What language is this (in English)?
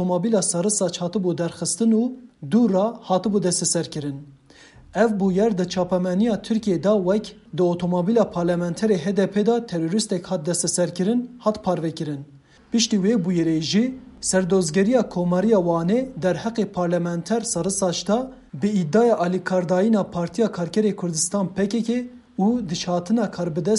Kurdish